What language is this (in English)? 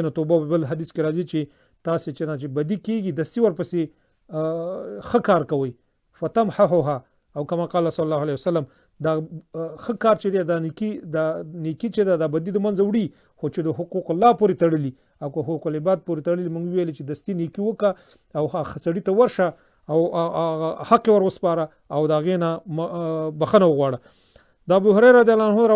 Pashto